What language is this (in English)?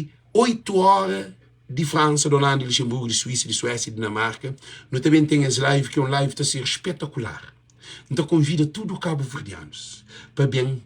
Kabuverdianu